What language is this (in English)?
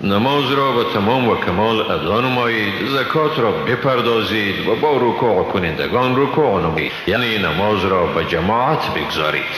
Tajik